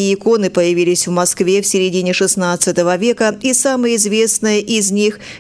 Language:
Russian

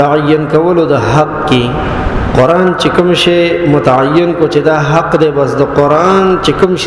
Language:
Pashto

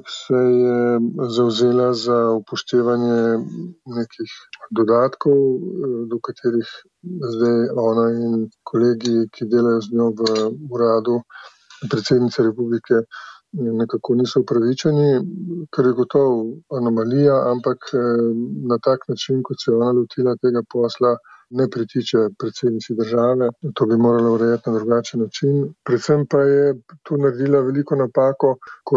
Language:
Slovenian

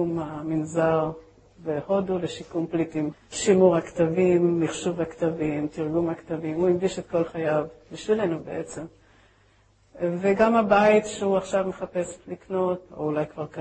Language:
Hebrew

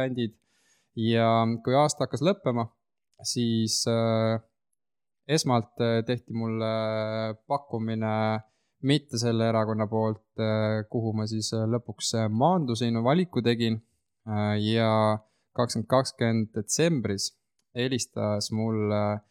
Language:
Estonian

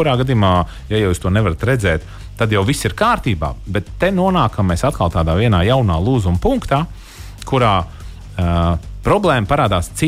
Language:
Latvian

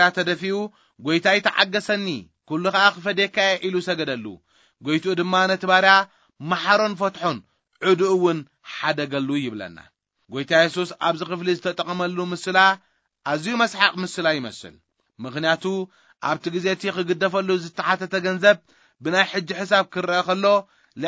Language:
Tigrinya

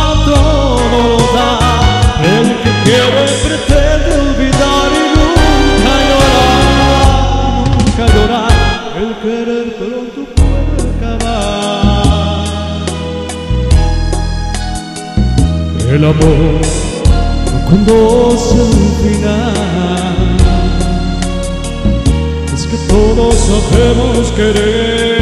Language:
Spanish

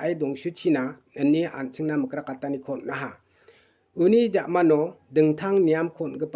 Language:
Garo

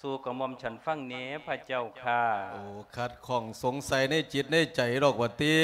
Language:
Lao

